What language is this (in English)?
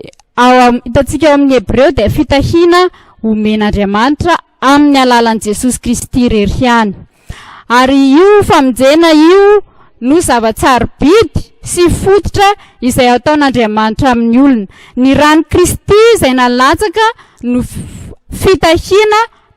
Malagasy